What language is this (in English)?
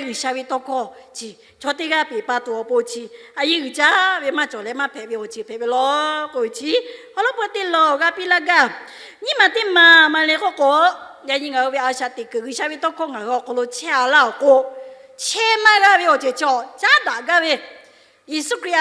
Lahu